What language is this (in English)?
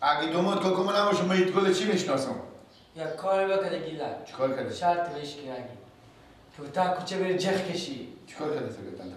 Persian